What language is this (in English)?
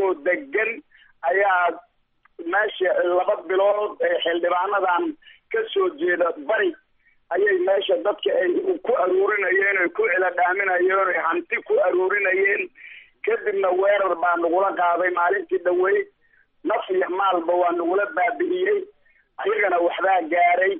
Somali